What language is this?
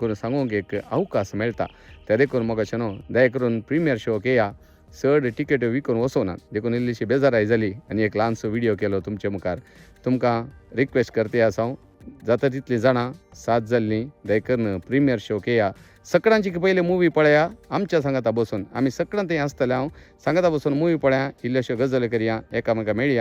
Konkani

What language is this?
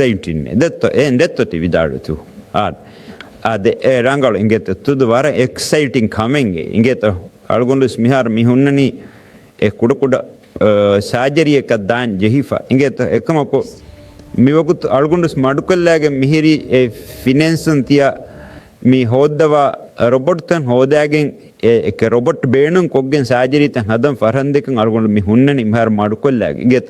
Divehi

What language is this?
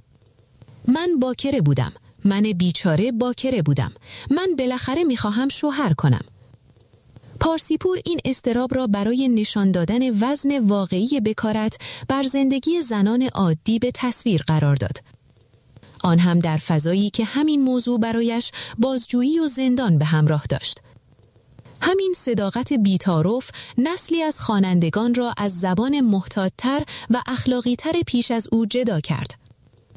Persian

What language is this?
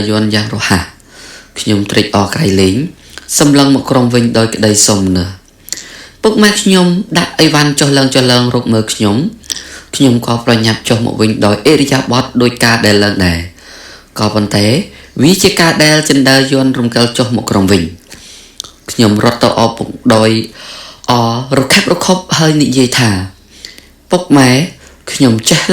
Khmer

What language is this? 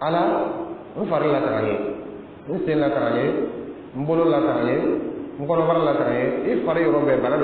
Dyula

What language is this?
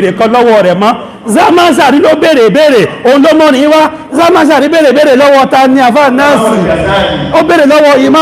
Yoruba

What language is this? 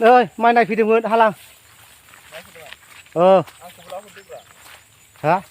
Bodo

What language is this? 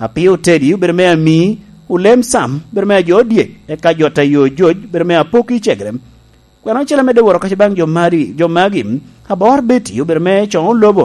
Lango (Uganda)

